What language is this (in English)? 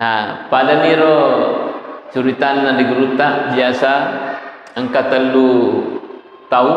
Buginese